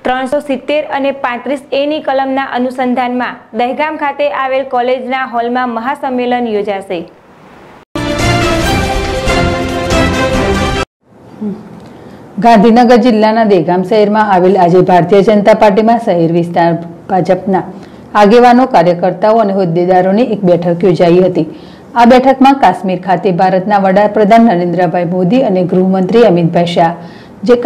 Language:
Gujarati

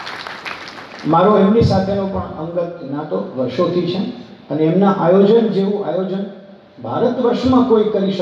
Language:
Gujarati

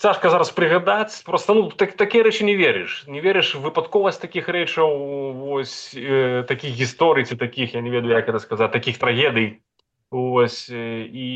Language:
Belarusian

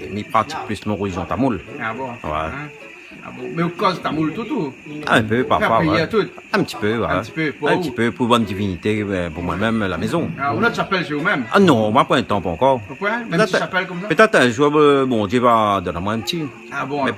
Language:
Réunion Creole French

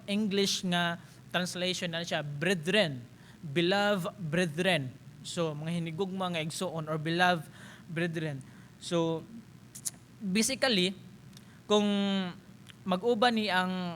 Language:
Cebuano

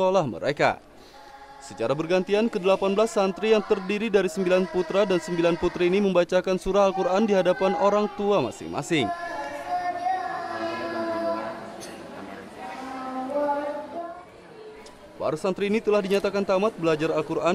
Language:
Indonesian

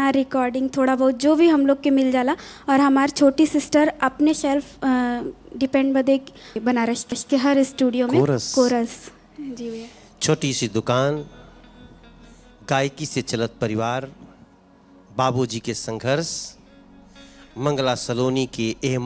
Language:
Bhojpuri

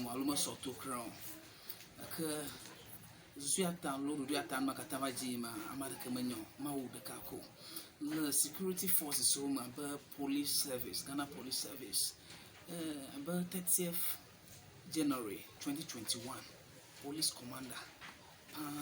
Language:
Ewe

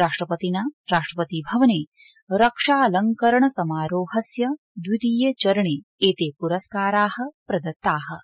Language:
Sanskrit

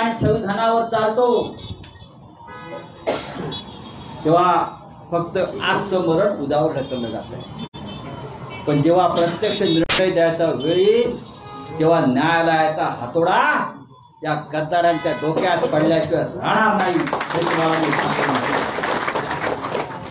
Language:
Marathi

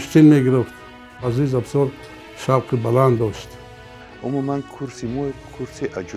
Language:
Tajik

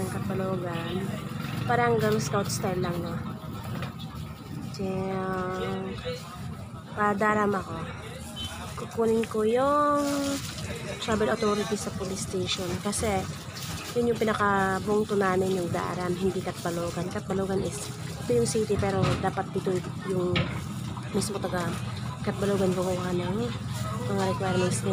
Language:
Filipino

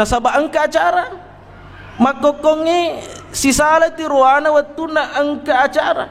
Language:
Buginese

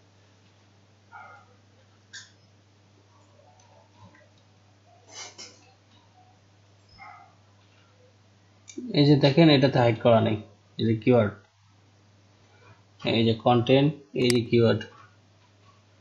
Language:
Bangla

